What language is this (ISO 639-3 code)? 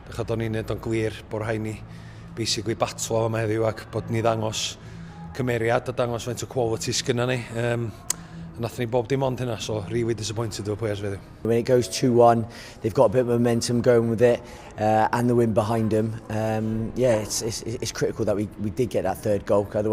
cym